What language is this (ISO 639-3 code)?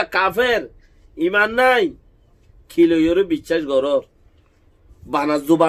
rhg